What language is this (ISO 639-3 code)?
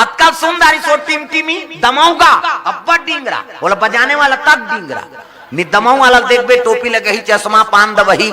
hne